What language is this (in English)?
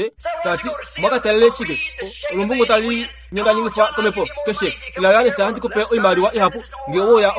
Kuanyama